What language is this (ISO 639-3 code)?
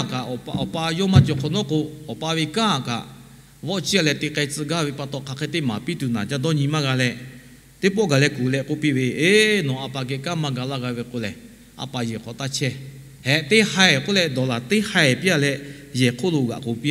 lhu